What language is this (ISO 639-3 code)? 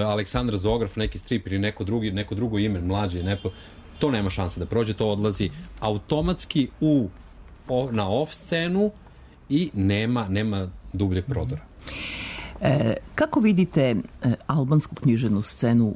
srp